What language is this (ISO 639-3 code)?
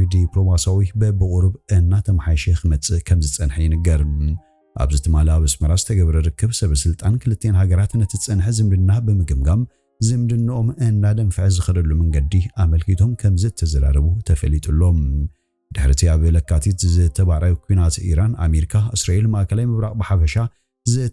tir